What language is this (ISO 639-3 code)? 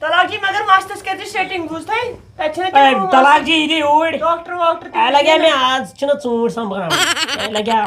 kas